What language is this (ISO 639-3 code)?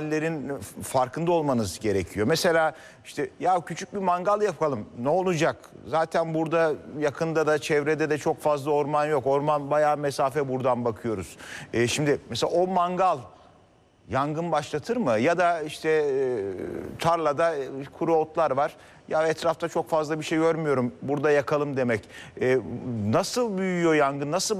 tur